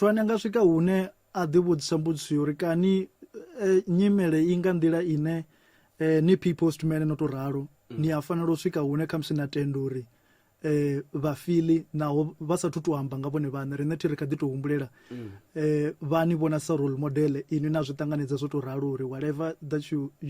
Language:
Venda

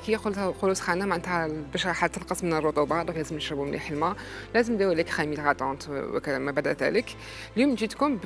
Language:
Algerian Arabic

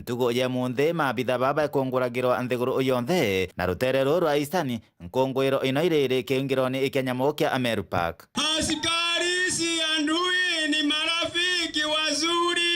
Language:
Meru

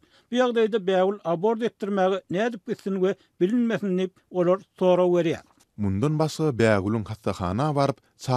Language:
Turkmen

